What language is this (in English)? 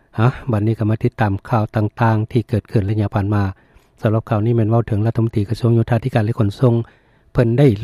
Lao